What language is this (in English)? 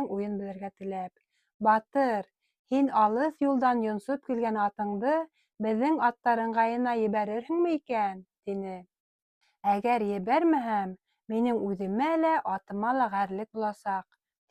Bashkir